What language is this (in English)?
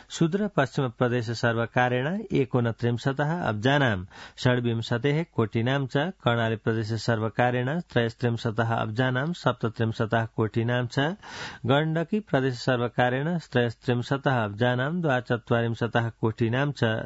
Sanskrit